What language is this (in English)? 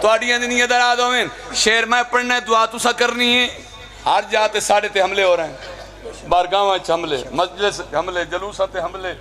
Pahari-Potwari